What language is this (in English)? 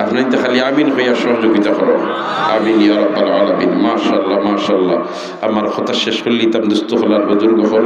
Sylheti